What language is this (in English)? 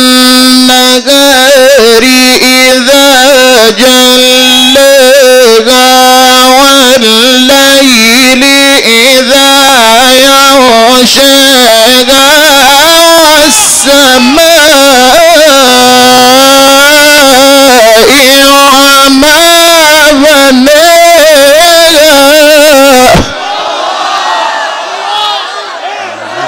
Arabic